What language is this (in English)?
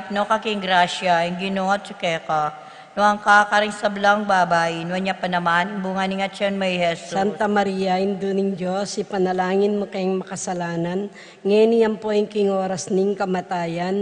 Pampanga